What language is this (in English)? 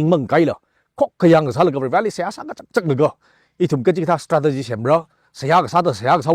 Tangkhul Naga (India)